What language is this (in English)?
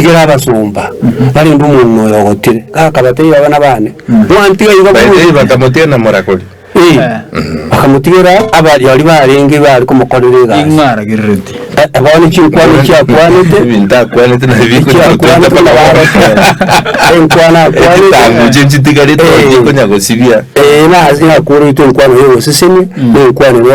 Gusii